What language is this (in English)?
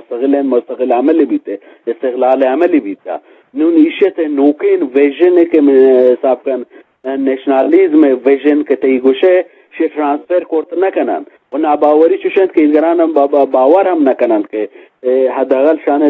Eastern Balochi